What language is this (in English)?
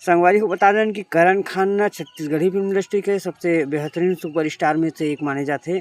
Chhattisgarhi